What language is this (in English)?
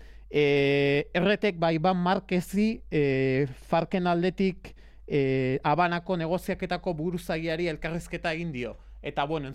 Basque